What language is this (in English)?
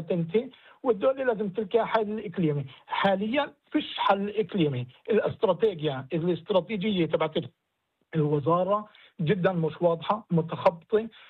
North Levantine Arabic